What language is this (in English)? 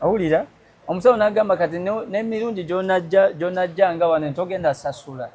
Ganda